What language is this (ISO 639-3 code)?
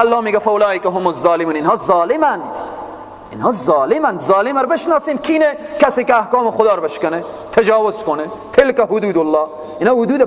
fas